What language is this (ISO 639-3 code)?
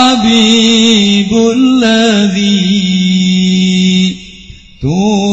jav